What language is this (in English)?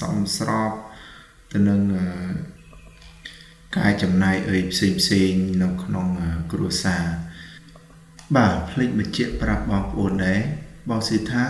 Khmer